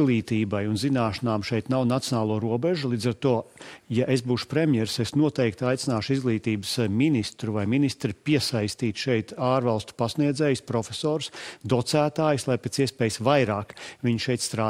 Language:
Latvian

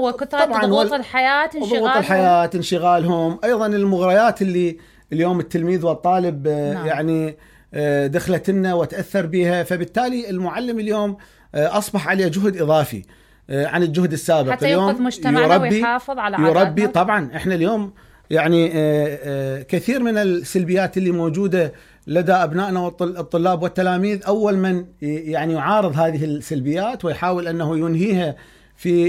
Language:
Mesopotamian Arabic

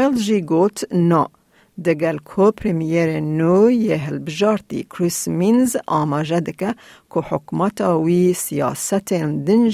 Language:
Kurdish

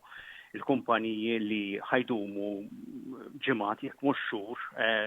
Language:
Maltese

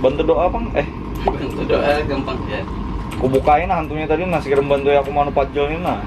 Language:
Banjar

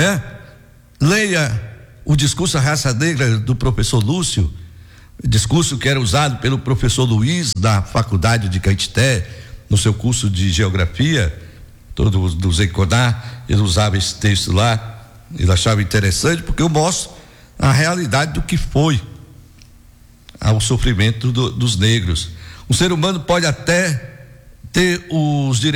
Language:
Portuguese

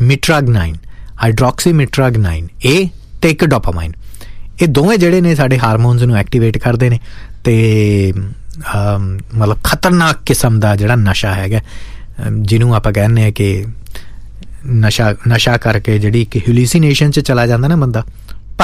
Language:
Punjabi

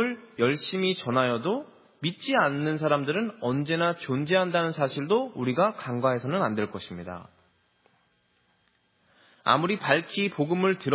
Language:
Korean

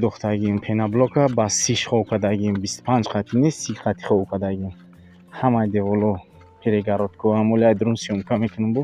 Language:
Tajik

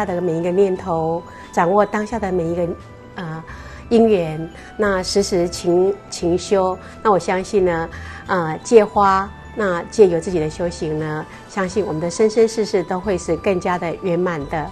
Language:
Chinese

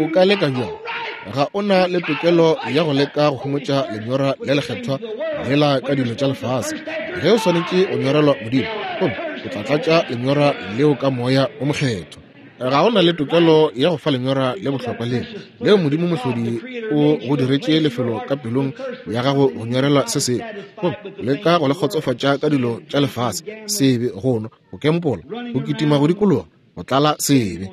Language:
Northern Sotho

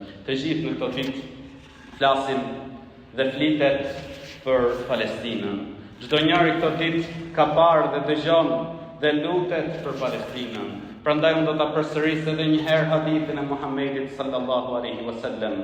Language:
Albanian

